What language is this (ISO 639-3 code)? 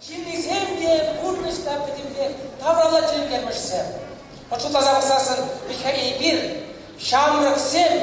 chv